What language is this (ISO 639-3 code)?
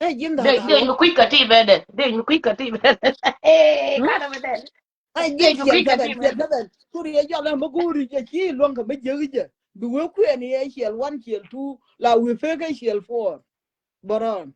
nus